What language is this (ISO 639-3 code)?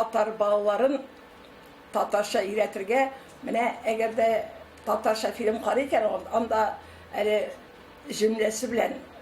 tat